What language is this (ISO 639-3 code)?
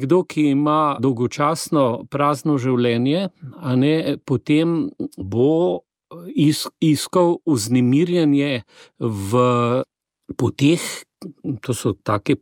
slv